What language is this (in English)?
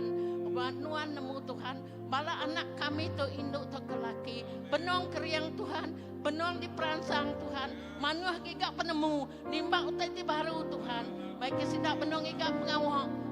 Iban